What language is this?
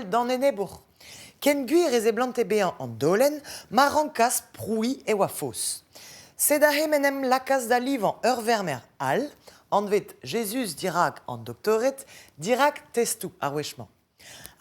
Breton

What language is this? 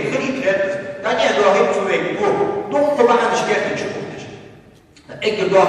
Ingush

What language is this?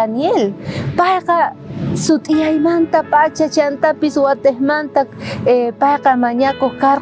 South Bolivian Quechua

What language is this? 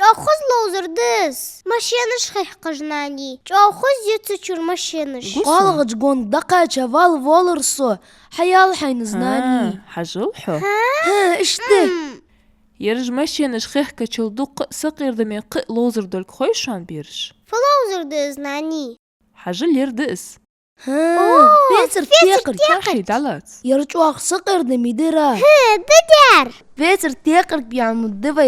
Ingush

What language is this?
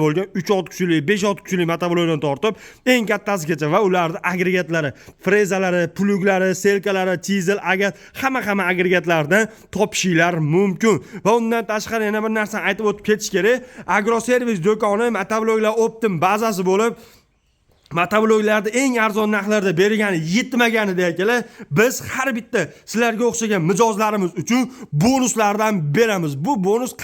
Uzbek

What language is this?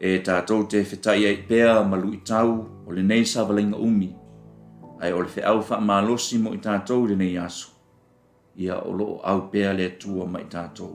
Samoan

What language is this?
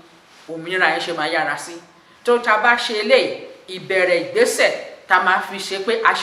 Yoruba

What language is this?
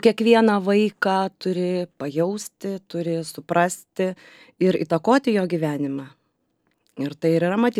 Lithuanian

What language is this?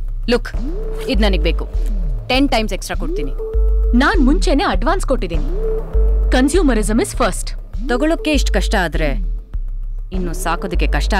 Kannada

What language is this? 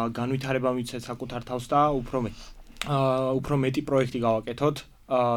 Georgian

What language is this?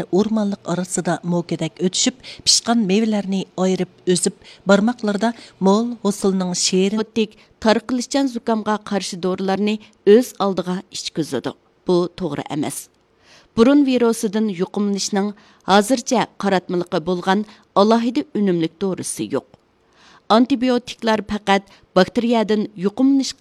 Uyghur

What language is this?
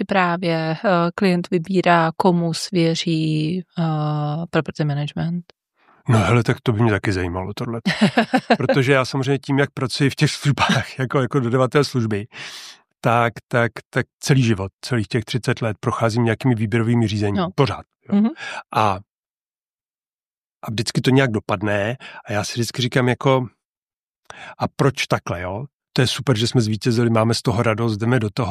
Czech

